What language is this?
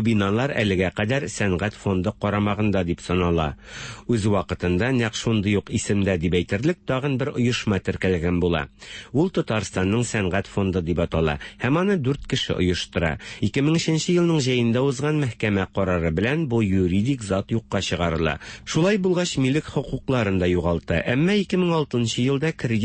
Tatar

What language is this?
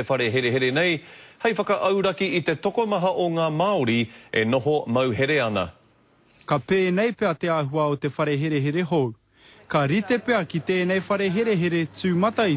Māori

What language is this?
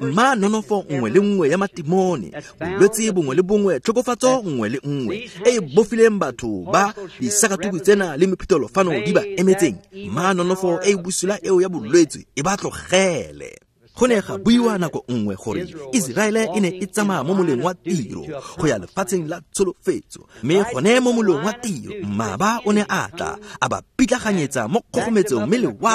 Tswana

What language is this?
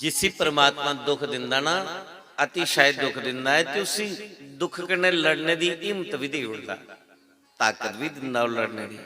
Dogri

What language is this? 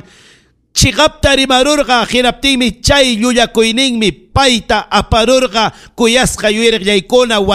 Ayacucho Quechua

